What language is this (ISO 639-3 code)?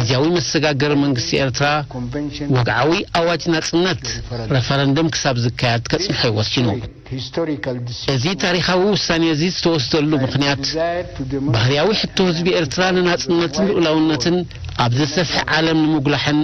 tir